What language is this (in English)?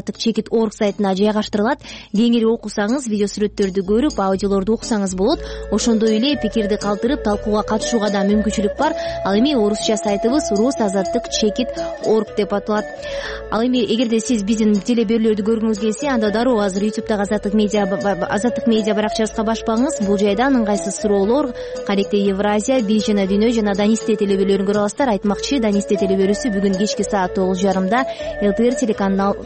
Kyrgyz